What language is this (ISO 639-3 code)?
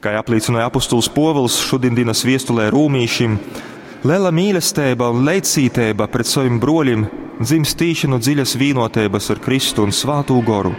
ltg